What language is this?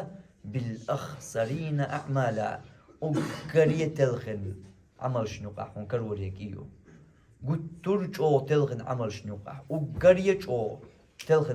Chechen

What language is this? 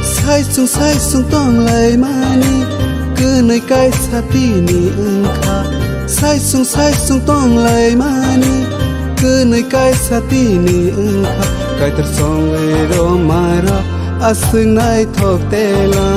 Kok Borok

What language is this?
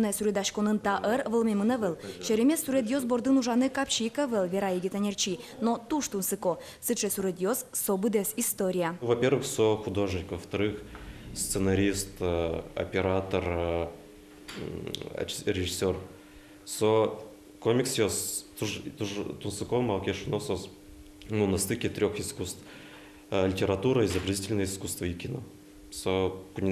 Udmurt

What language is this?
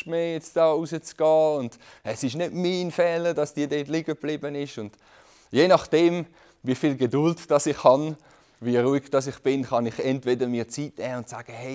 Swiss German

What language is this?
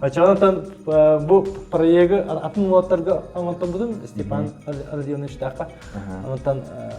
Yakut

